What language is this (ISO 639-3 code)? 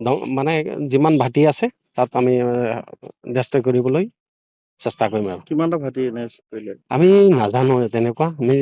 asm